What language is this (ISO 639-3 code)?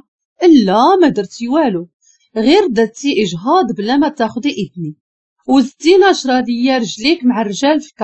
ary